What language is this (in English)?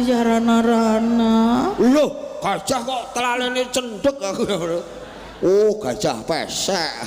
Javanese